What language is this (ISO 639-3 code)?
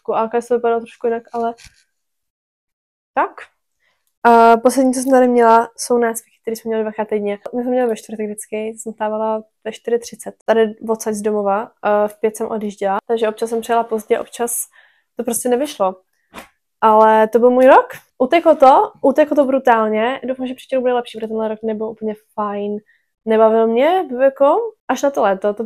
ces